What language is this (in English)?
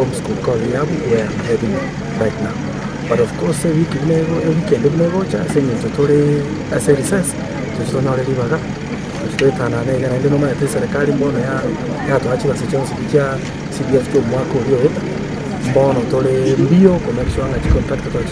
Gusii